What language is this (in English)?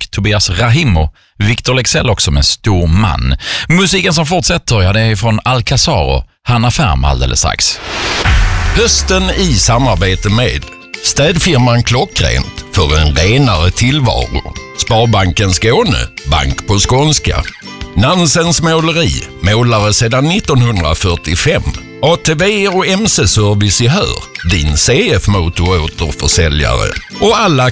Swedish